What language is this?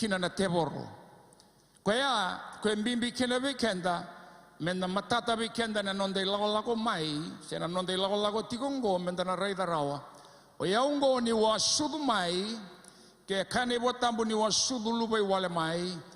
Fijian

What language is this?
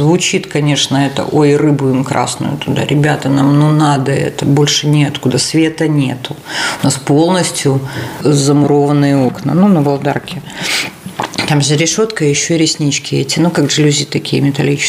Russian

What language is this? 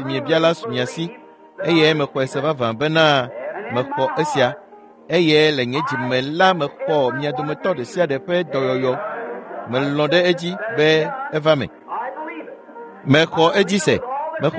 Ewe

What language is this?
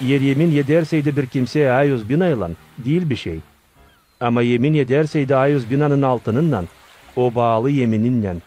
Gagauz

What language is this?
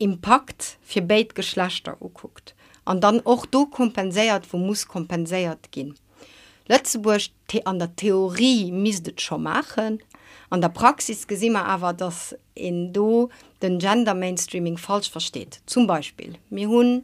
Luxembourgish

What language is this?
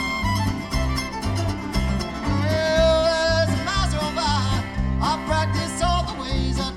English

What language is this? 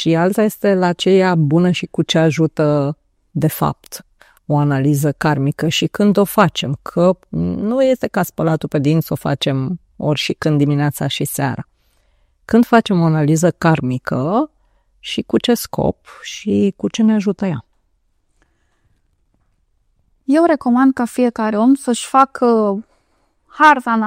Romanian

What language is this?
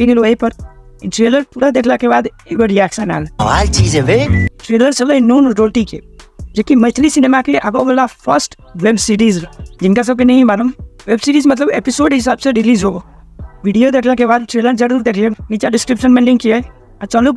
Maithili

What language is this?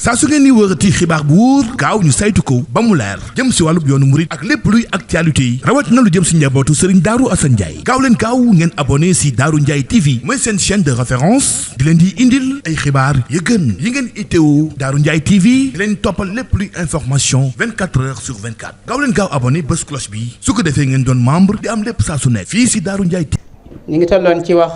Wolof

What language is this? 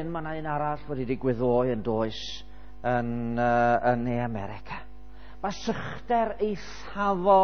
Welsh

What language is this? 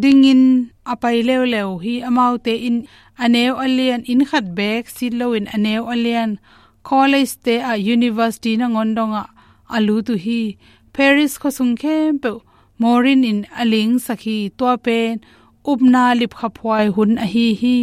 Tedim Chin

